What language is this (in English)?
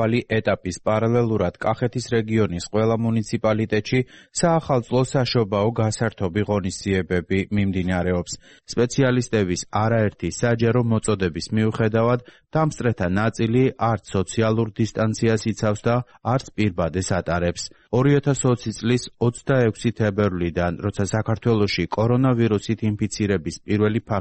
Georgian